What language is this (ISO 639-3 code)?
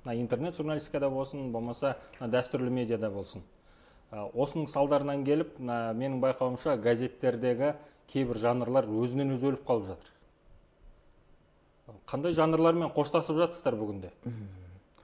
kaz